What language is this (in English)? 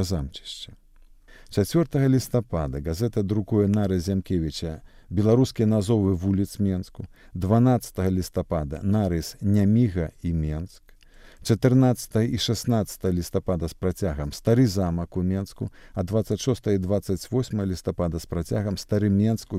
Belarusian